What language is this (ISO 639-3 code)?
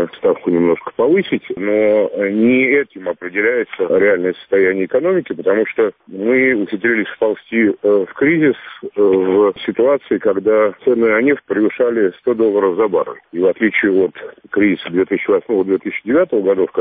rus